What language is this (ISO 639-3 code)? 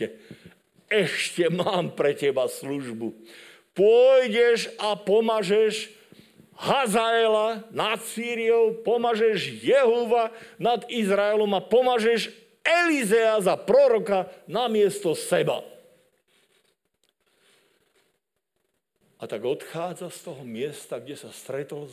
slk